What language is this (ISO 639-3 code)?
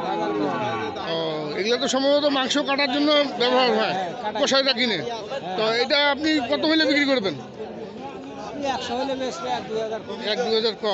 ben